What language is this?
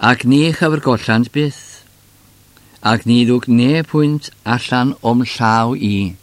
Welsh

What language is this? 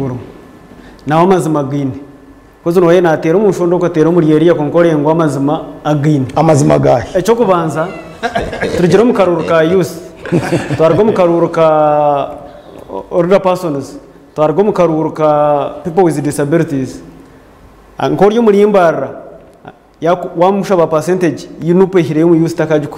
Nyankole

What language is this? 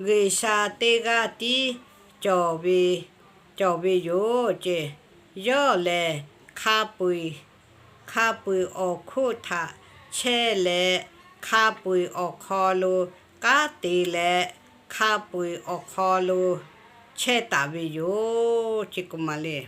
Lahu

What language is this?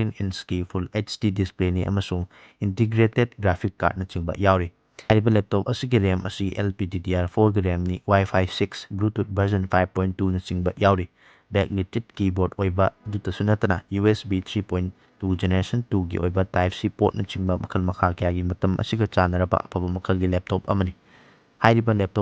Manipuri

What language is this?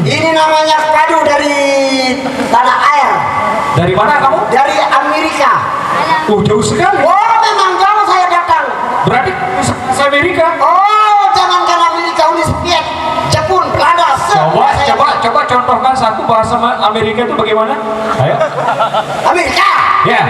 Sasak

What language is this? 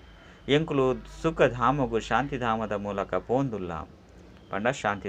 Tulu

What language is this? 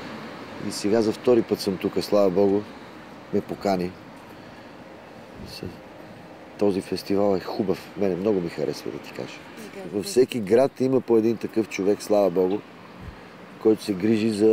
Bulgarian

